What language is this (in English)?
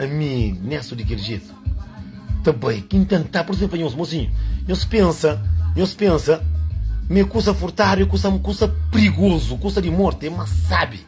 Kabuverdianu